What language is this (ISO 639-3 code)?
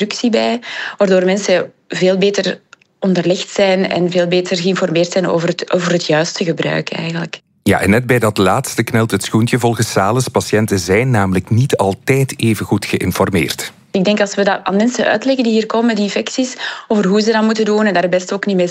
nld